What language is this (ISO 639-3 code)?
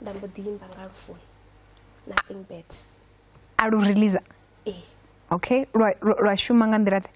ven